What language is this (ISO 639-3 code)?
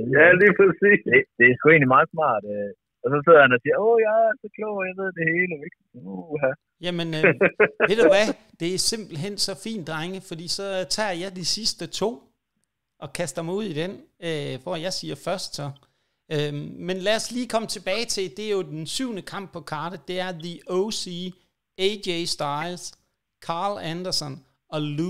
dan